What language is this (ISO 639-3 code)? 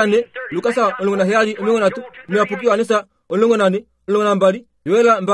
kua